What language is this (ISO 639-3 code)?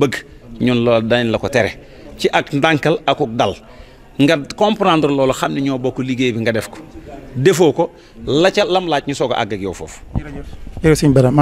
wol